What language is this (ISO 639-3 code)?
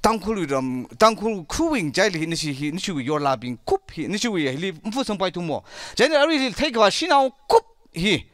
nmf